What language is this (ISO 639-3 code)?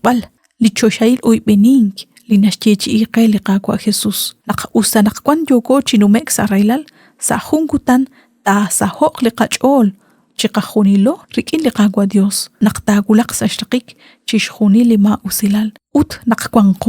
kek